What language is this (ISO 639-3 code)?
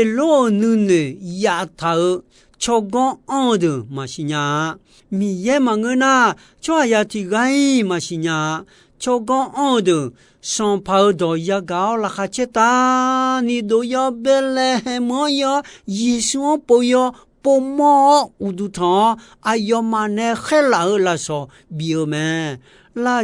ahk